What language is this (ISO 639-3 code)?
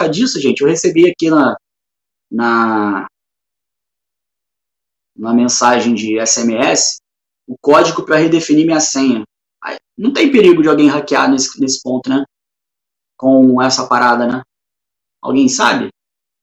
por